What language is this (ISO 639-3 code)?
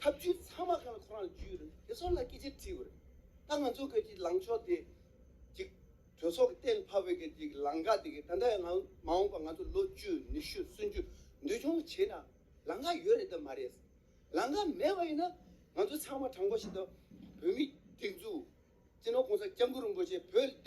bod